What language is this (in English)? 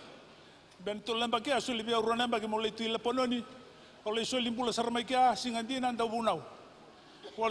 Fijian